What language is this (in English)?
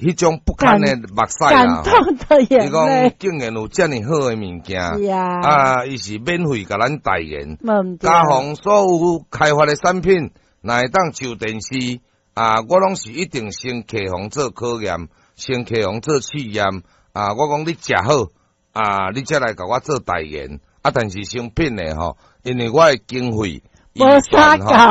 Min Nan Chinese